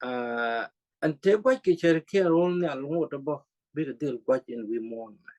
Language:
Nuer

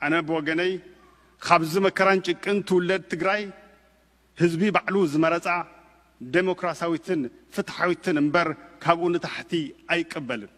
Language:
Tigrinya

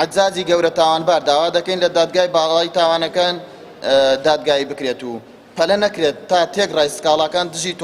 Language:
Central Kurdish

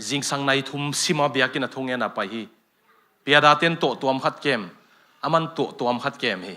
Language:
Tedim Chin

